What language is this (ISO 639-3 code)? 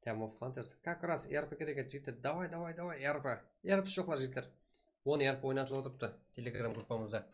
kaa